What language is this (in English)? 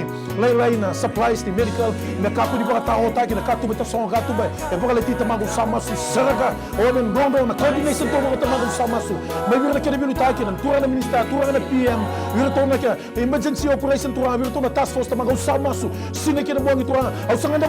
Fijian